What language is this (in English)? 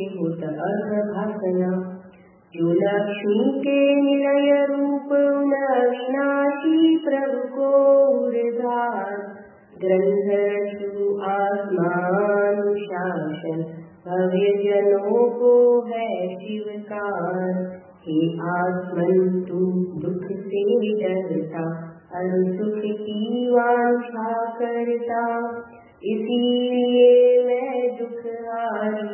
Gujarati